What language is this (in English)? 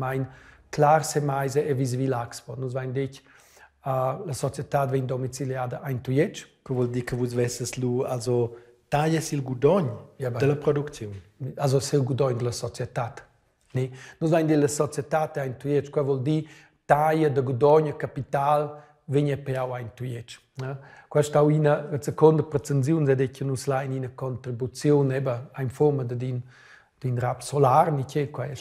Romansh